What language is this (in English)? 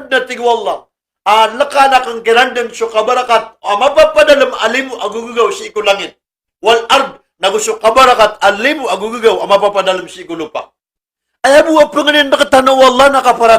Maranao